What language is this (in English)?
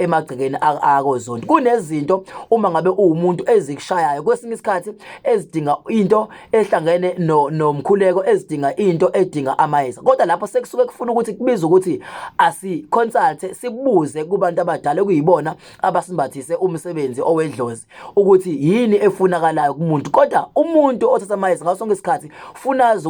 Zulu